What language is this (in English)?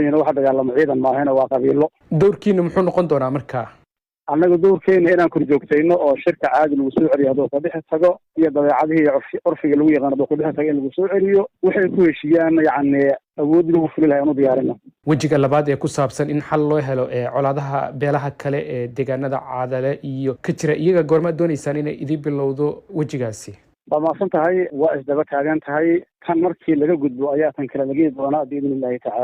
Somali